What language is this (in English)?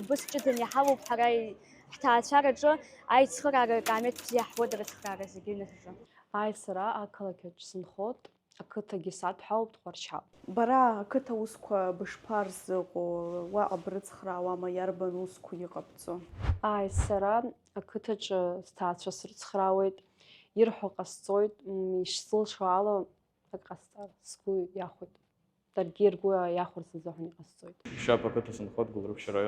Abkhazian